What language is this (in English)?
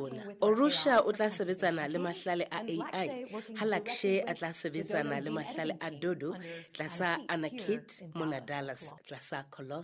Southern Sotho